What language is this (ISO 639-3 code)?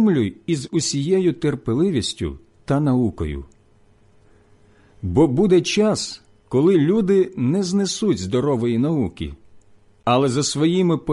ukr